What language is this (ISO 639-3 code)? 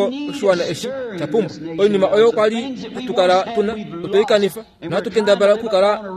kua